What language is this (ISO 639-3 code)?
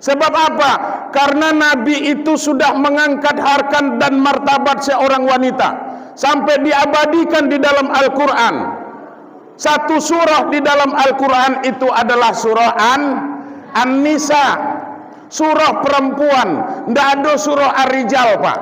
min